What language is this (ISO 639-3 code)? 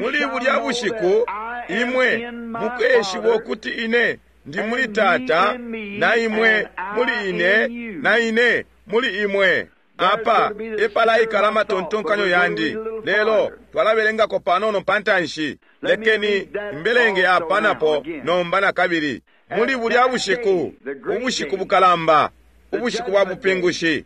bem